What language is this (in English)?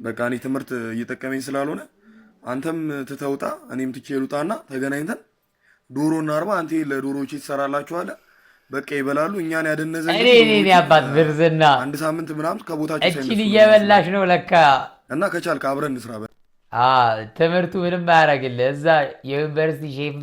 Amharic